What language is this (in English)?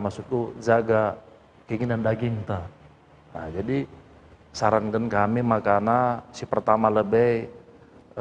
Batak Karo